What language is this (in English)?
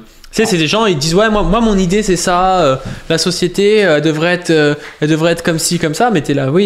French